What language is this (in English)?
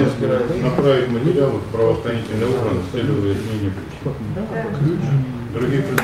Russian